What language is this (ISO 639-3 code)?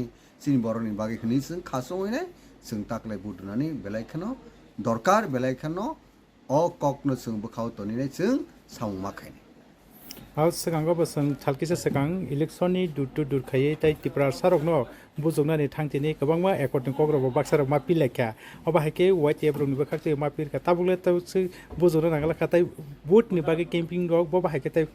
trp